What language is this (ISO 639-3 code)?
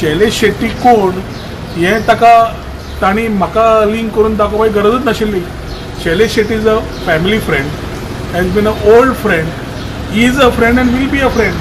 kok